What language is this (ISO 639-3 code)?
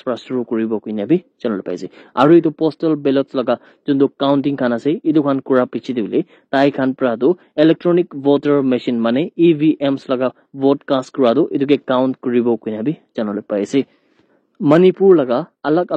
nag